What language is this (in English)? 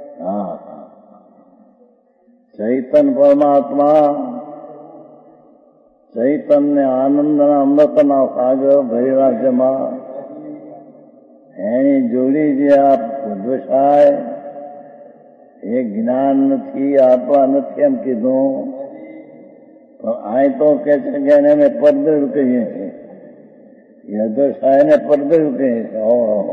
Gujarati